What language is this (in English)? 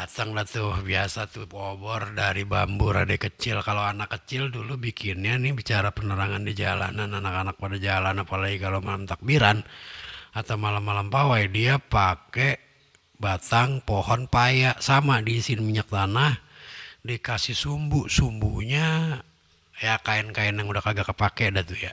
Betawi